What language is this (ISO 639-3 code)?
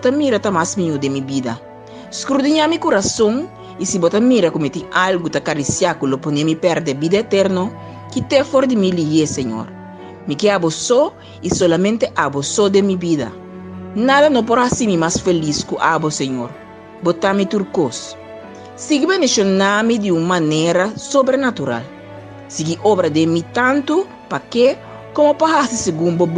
pap